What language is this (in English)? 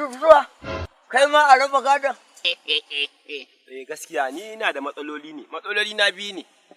Hausa